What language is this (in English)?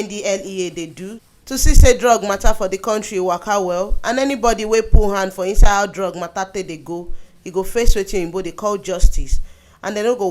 Nigerian Pidgin